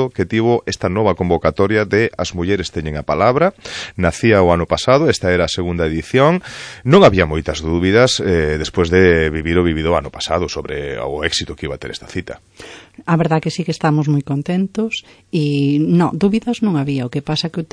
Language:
Galician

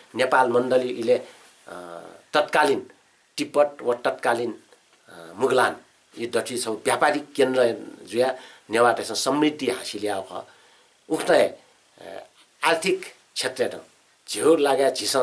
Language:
Newari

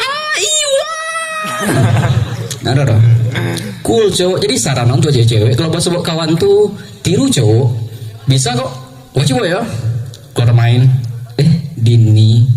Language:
Minangkabau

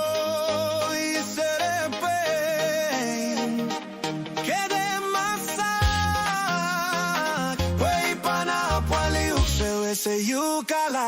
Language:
Pohnpeian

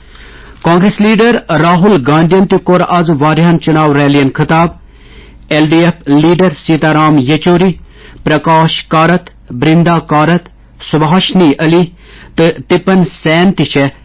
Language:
Kashmiri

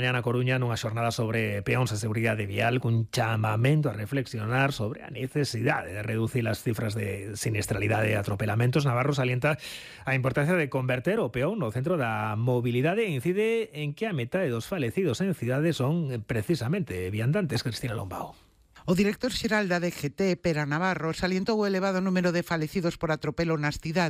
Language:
Galician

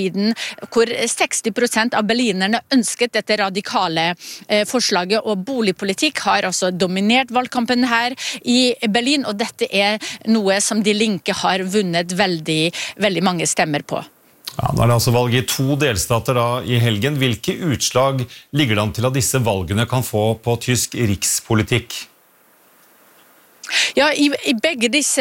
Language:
Norwegian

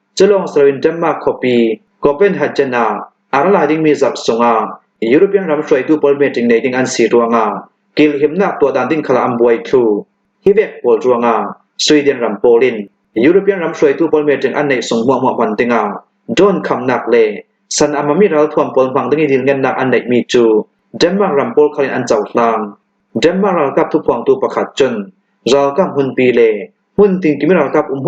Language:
Hakha Chin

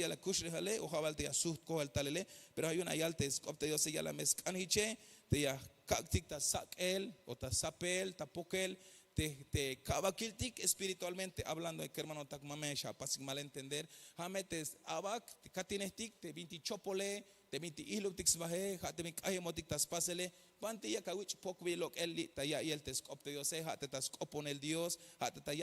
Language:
Tzeltal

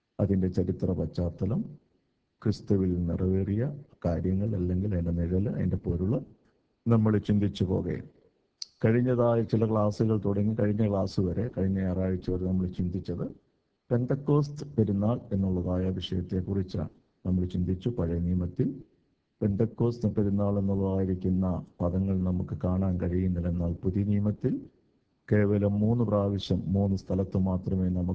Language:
Malayalam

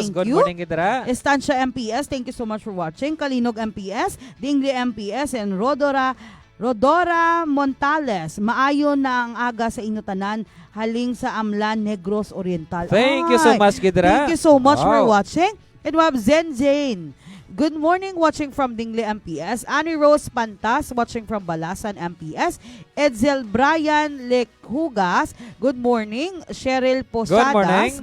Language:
Hiligaynon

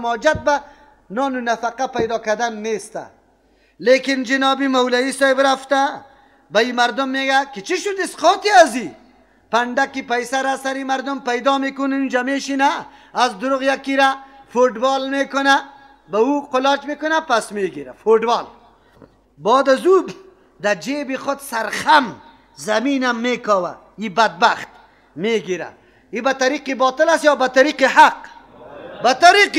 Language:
Persian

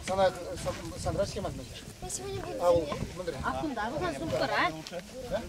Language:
Chuvash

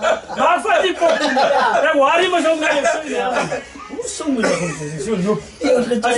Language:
Afrikaans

